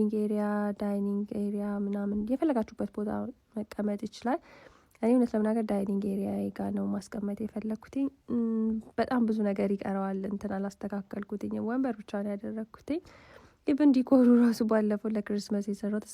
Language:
Amharic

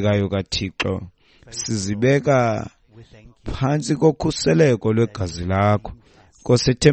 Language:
Xhosa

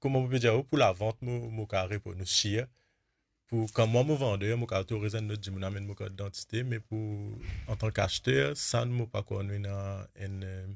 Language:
Morisyen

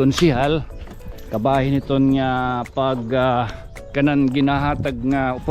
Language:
Waray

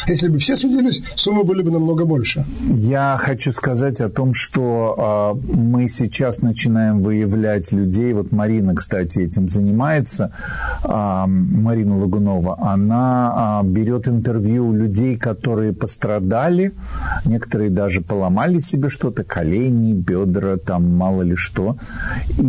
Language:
Russian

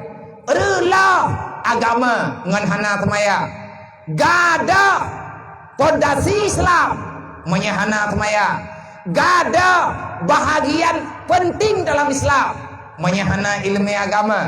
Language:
Achinese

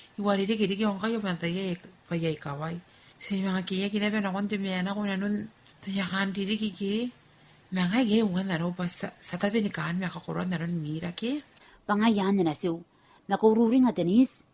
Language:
Gilbertese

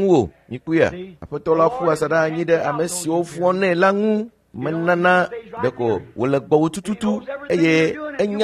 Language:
Ewe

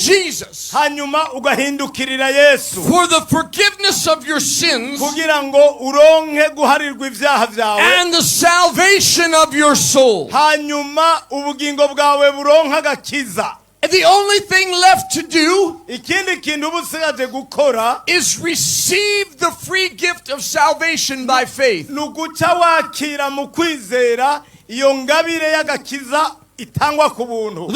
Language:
Rundi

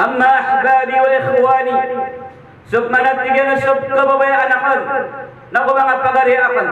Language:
Maranao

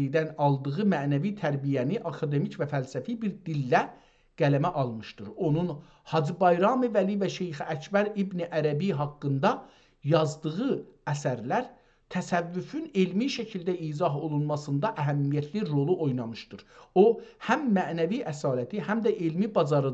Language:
South Azerbaijani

